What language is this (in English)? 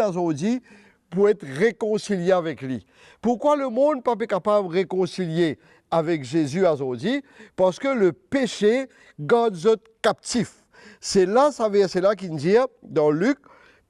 Morisyen